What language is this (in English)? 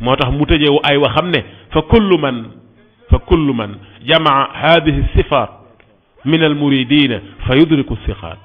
Wolof